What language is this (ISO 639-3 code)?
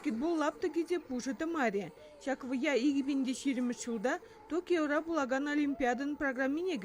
chv